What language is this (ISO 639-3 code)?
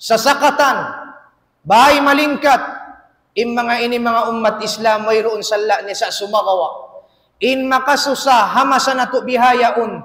tsg